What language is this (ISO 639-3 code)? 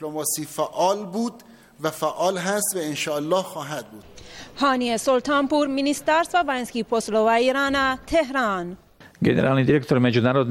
bos